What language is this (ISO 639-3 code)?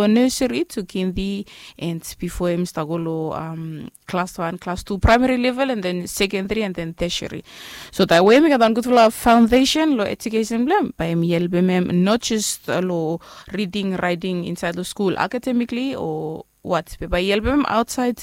bis